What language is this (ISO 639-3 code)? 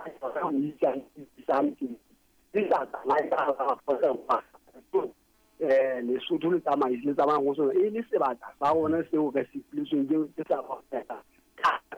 sot